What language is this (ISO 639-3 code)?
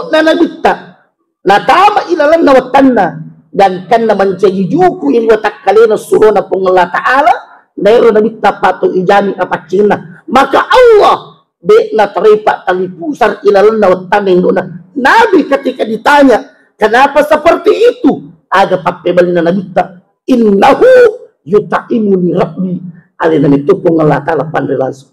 bug